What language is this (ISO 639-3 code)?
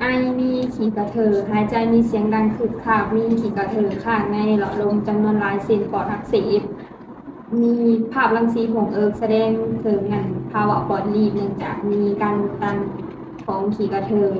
lao